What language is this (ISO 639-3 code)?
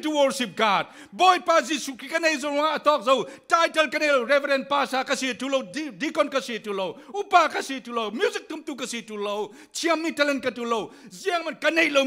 cfm